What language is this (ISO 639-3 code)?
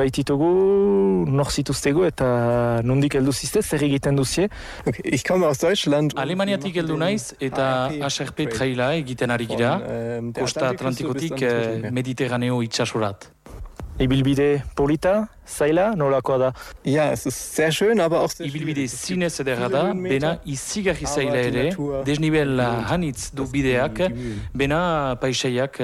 eus